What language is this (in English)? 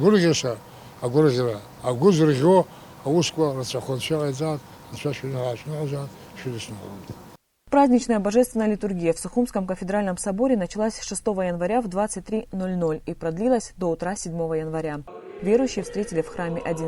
Abkhazian